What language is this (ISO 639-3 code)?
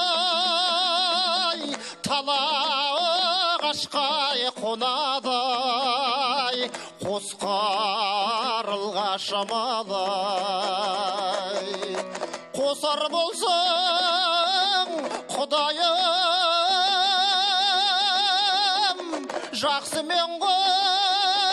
kaz